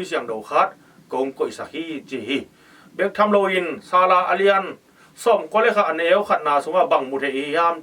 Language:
Tedim Chin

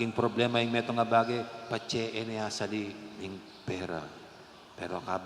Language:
Pampanga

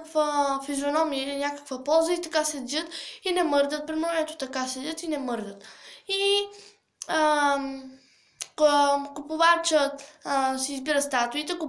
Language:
Bulgarian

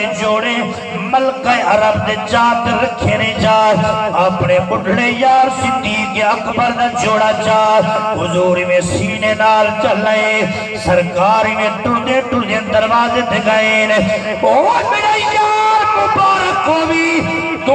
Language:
Saraiki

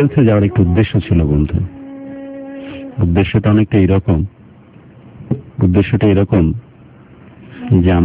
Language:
Bangla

